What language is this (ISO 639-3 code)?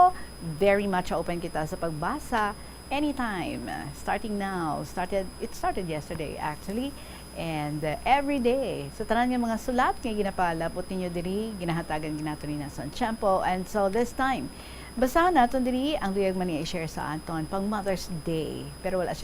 hil